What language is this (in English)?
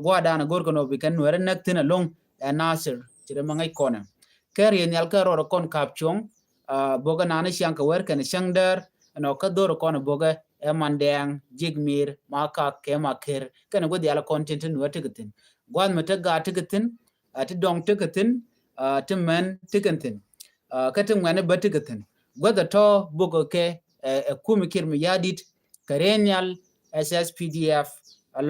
Nuer